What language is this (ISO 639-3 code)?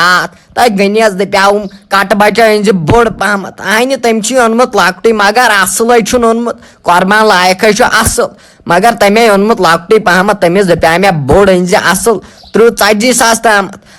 kas